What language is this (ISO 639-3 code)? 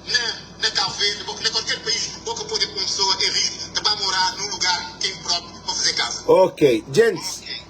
kea